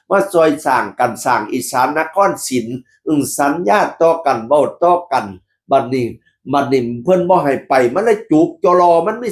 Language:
Northeastern Thai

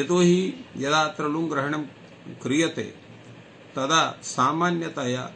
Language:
Sanskrit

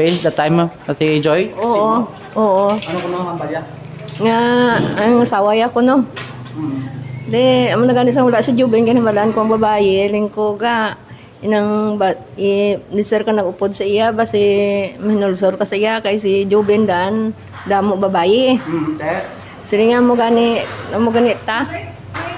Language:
Hiligaynon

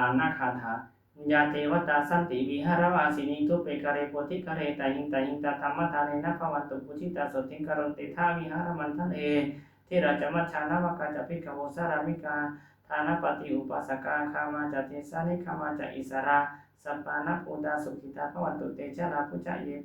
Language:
Pali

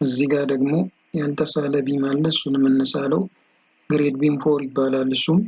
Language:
Amharic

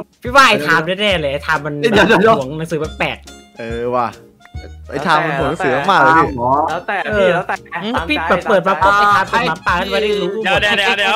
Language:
Thai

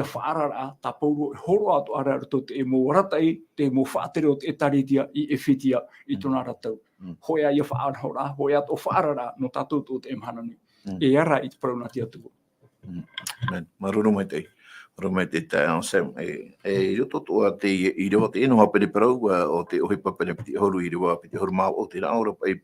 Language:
Tahitian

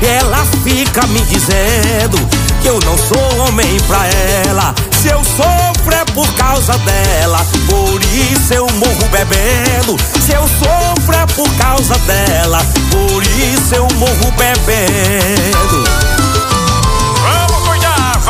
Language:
Portuguese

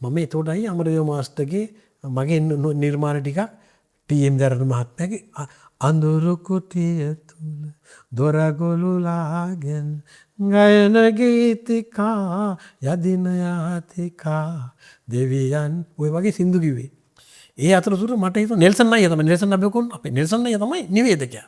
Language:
Sinhala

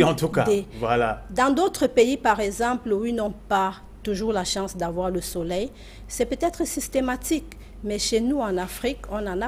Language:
French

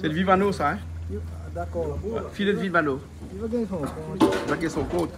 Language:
Réunion Creole French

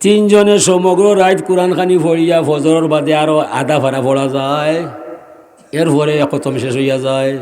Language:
Sylheti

